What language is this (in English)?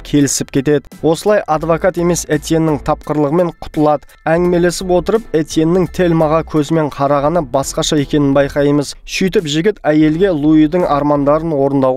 Kazakh